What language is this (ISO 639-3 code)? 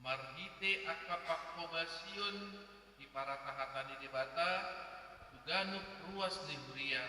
bbc